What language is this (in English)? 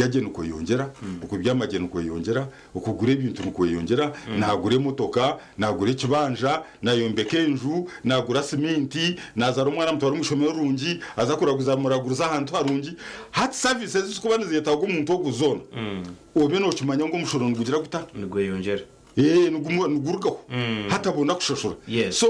Nyankole